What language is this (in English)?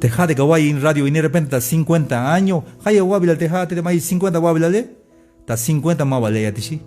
Tzeltal